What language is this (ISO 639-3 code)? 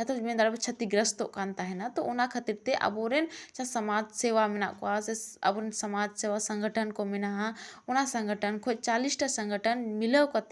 sat